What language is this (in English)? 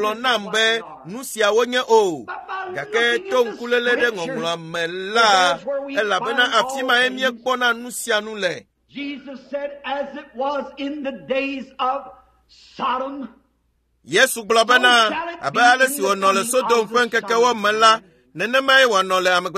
Ewe